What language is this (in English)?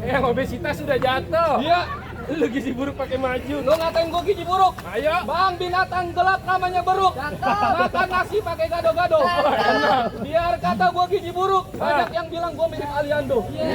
Betawi